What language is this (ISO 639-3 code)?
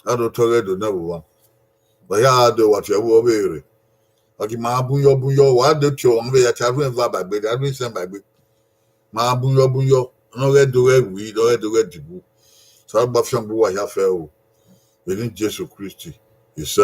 bin